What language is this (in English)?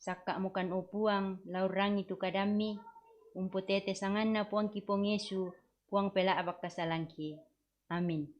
Toraja-Sa'dan